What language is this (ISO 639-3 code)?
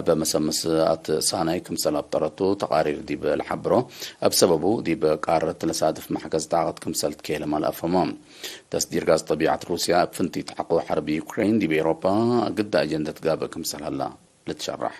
tig